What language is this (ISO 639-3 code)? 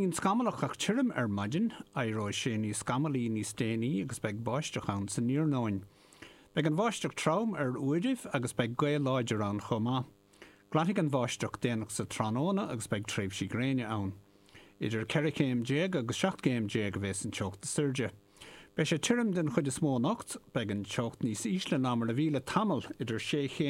gle